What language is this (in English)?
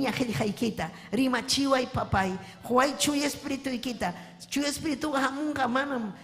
Ayacucho Quechua